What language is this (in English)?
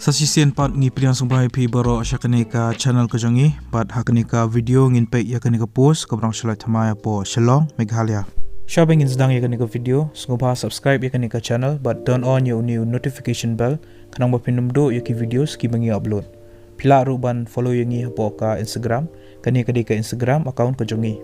Khasi